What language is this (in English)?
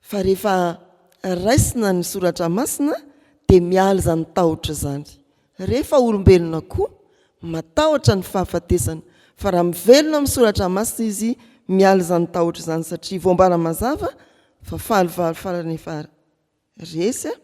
Malagasy